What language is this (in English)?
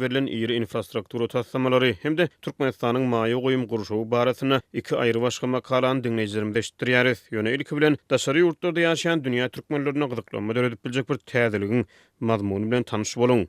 Turkmen